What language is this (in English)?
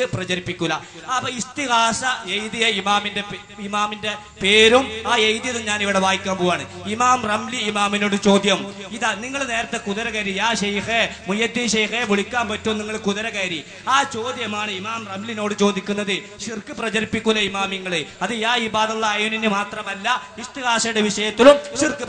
Malayalam